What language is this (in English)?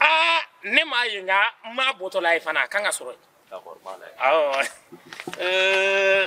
Bambara